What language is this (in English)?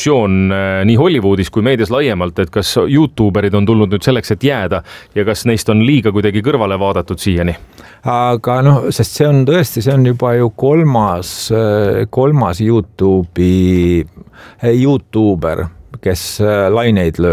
Estonian